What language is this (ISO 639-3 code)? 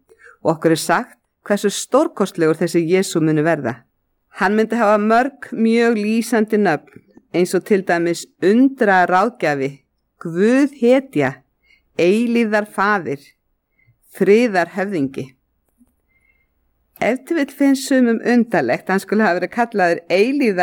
isl